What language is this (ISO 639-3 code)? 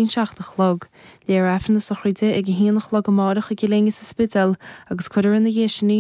gle